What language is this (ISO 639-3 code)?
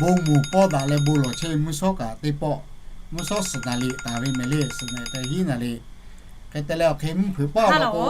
lhu